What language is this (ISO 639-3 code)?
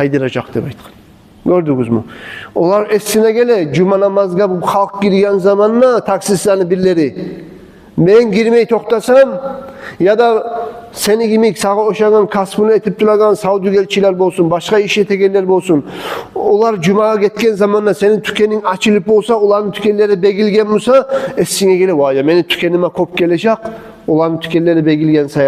kum